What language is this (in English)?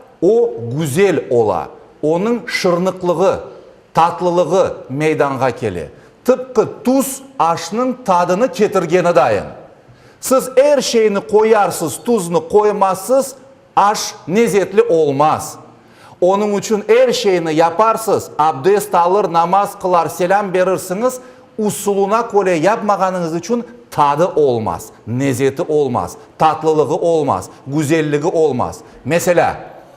Crimean Tatar